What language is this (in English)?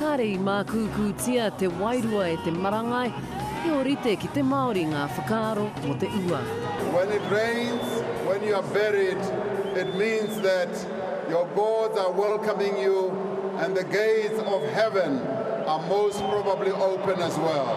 Māori